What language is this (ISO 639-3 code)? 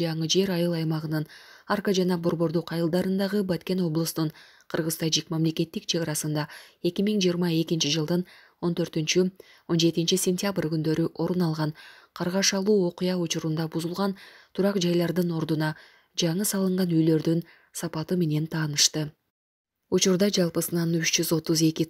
kir